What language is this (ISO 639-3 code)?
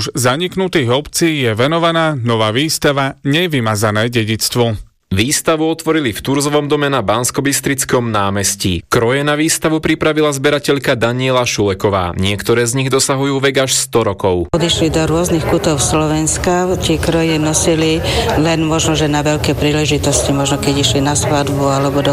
slk